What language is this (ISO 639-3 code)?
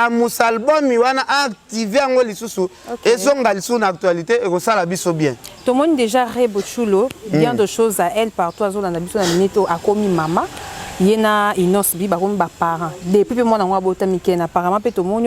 lin